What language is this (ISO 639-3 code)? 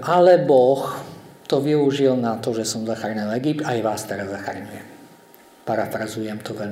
slk